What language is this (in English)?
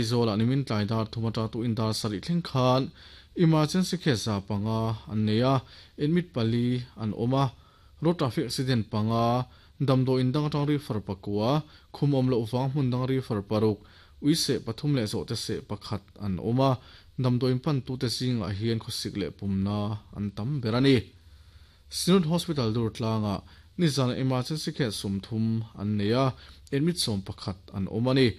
Mizo